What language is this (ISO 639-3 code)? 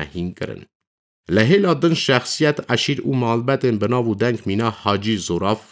kur